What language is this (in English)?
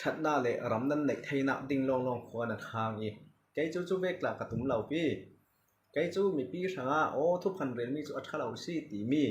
Falam Chin